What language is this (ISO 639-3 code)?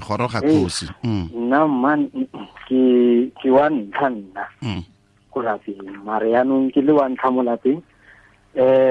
tsn